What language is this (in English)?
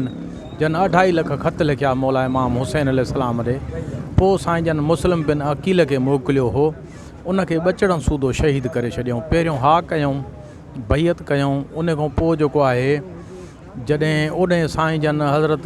Sindhi